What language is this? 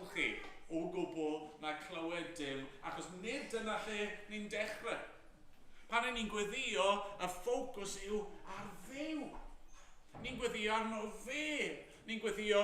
Welsh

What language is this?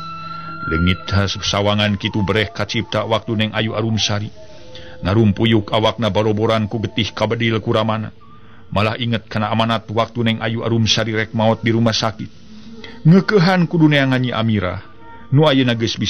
Sundanese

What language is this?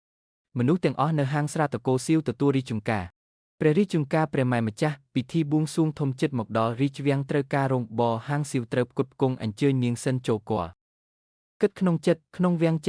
Khmer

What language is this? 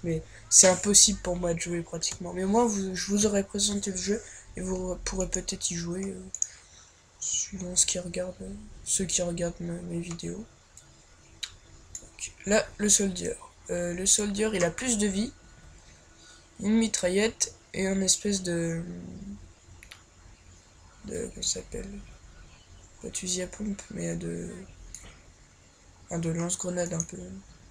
French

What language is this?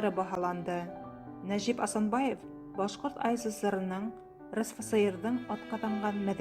Bashkir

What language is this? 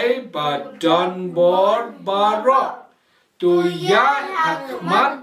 Khasi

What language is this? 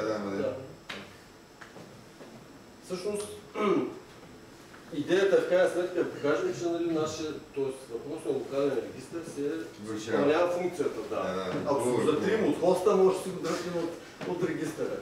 Bulgarian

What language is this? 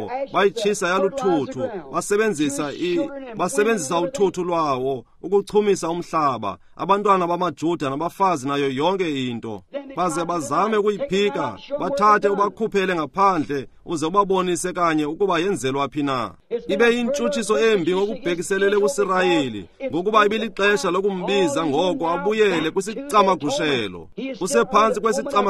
Xhosa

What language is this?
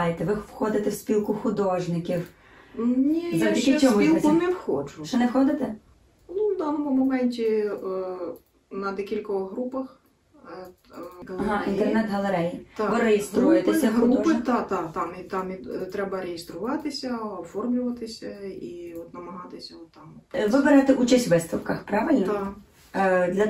Ukrainian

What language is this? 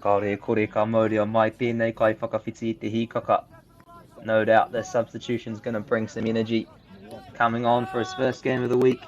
Māori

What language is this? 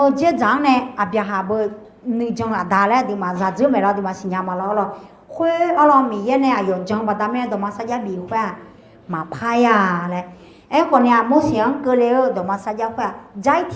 Akha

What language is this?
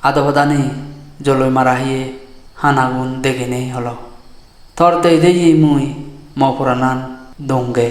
Chakma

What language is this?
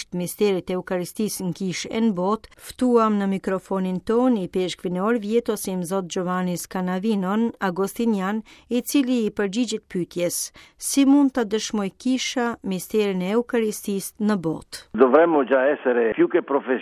Albanian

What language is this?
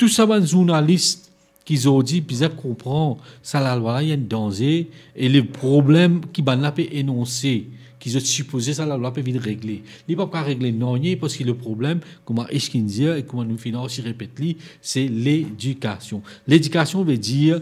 Morisyen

